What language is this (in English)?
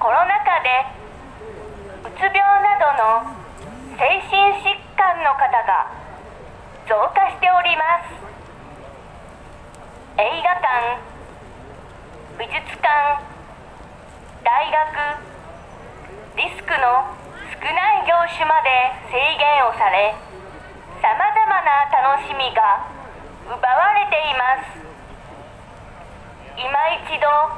Japanese